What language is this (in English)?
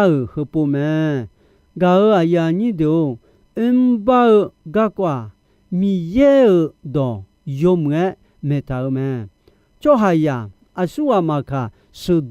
Akha